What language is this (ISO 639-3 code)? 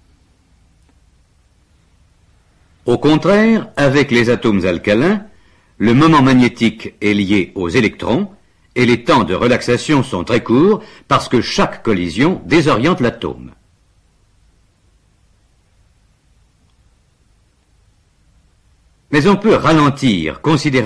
fra